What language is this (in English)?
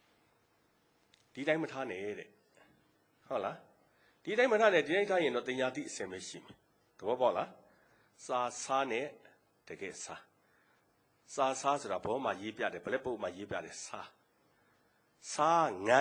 Burmese